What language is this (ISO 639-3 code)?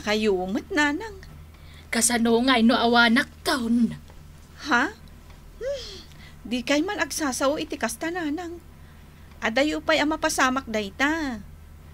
ilo